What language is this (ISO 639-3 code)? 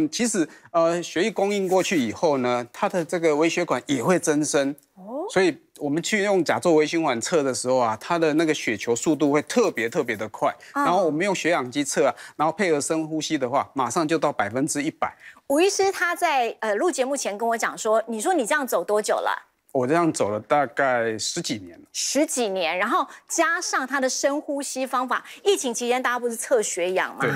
zho